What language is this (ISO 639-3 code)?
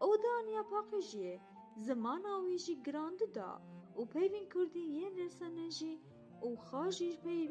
kur